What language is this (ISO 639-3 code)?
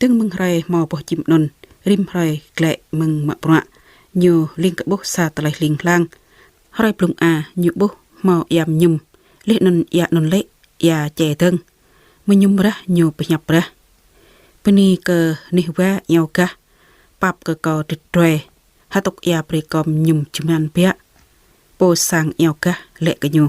jra